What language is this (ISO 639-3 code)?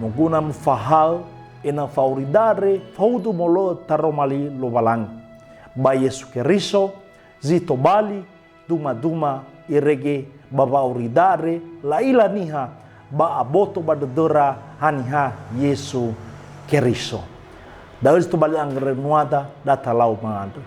nia